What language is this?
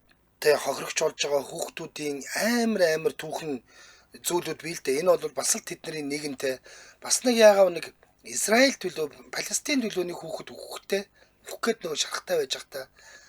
Mongolian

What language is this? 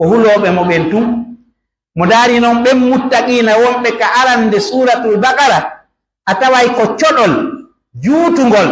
Pular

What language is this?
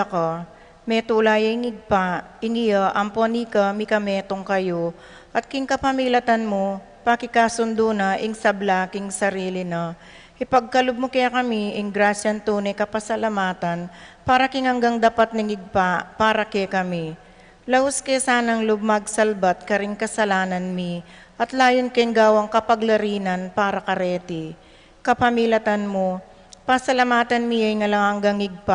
Pampanga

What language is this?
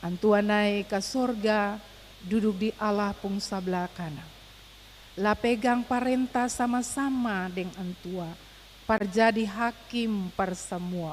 Ambonese Malay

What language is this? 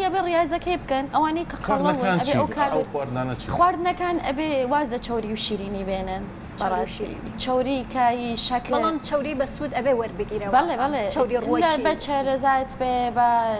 Central Kurdish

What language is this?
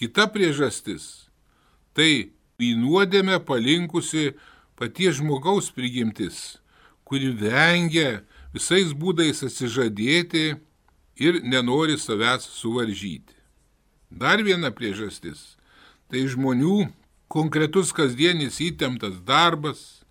Lithuanian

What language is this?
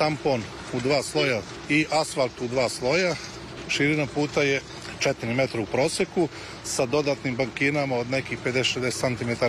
Serbian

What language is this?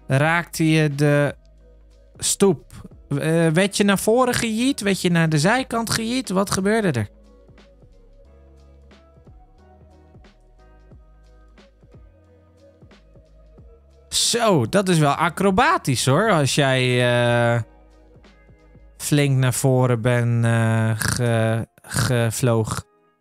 Dutch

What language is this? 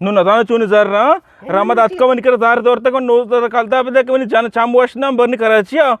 Eastern Balochi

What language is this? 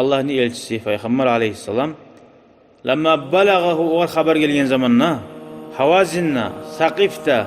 Kumyk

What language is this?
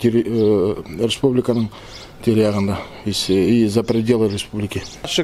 Bashkir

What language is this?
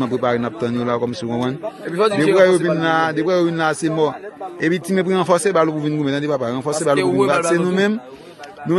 Haitian Creole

